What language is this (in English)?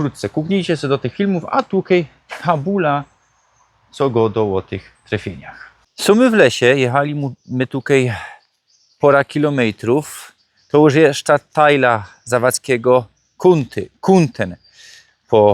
Silesian